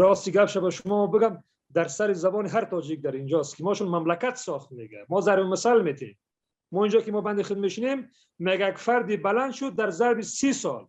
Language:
Persian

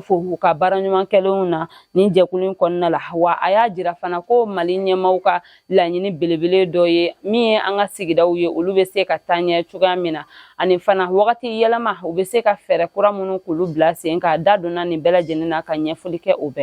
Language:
Bambara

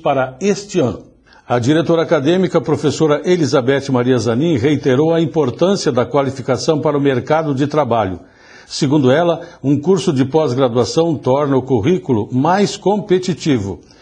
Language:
Portuguese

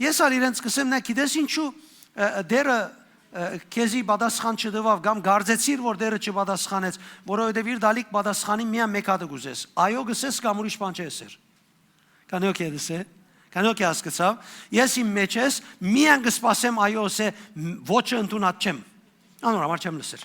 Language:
Western Armenian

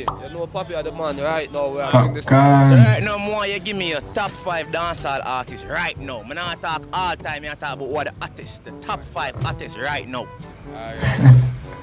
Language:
Jamaican Creole English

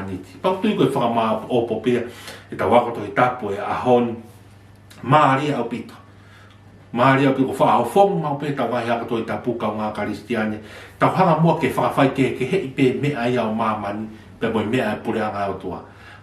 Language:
Tongan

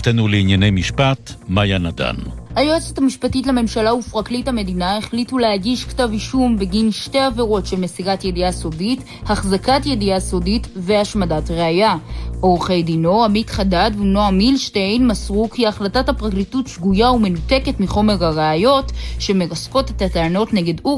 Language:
Hebrew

